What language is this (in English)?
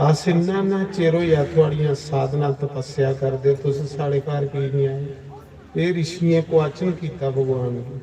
Dogri